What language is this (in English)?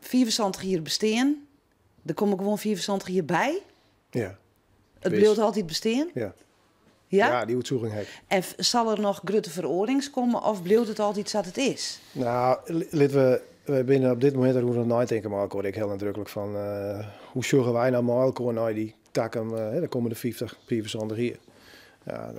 Western Frisian